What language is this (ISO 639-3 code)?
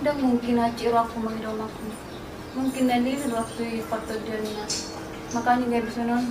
bbc